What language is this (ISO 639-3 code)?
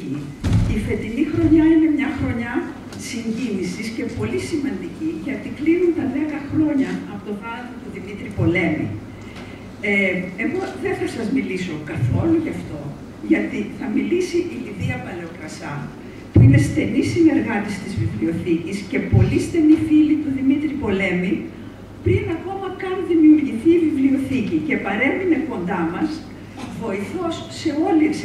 ell